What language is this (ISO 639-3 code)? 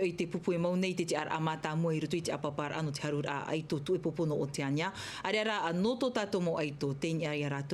tah